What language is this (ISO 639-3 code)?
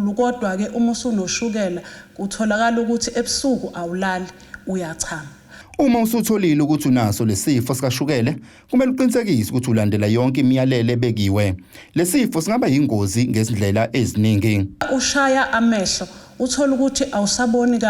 zul